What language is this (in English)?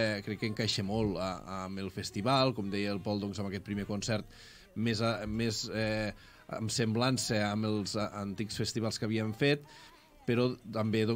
Catalan